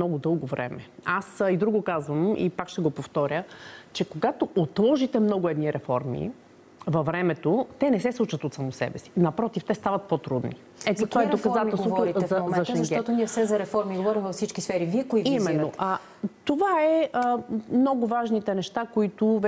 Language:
Bulgarian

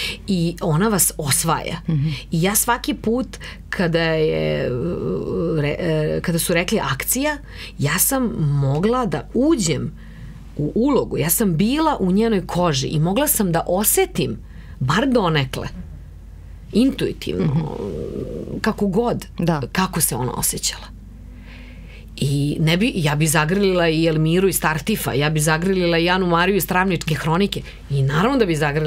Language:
Serbian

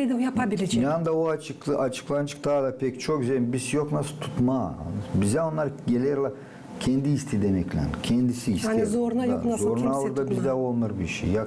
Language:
Gagauz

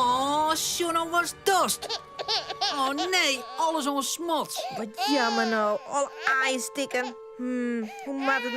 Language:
Western Frisian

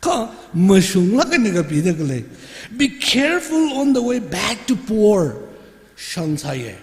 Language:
Tangkhul Naga (India)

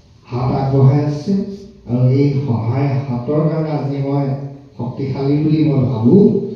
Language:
Assamese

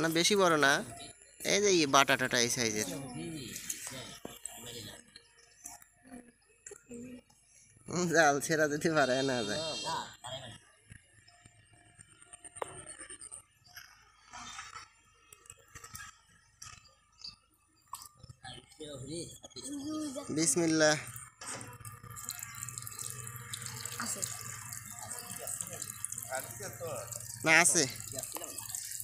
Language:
Bangla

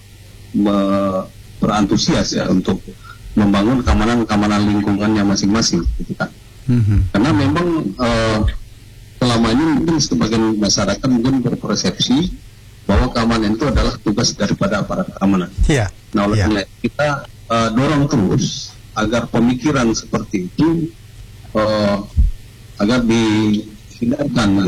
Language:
Indonesian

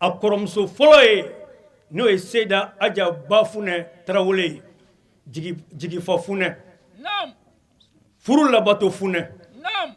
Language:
Bambara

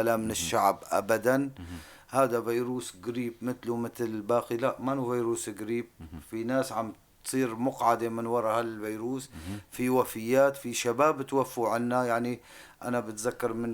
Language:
North Levantine Arabic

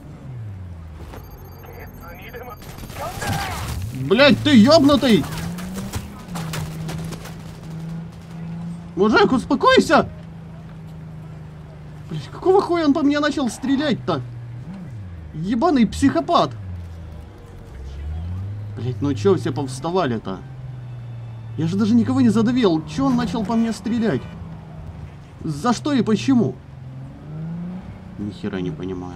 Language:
Russian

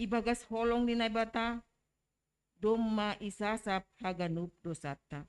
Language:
Batak Simalungun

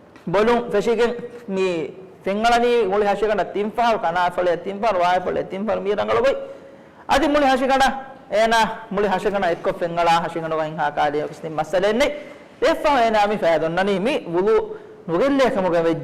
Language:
Divehi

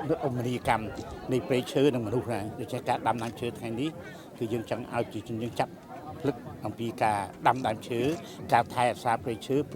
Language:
Khmer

